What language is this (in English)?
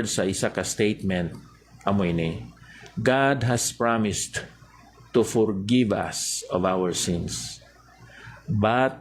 Hiligaynon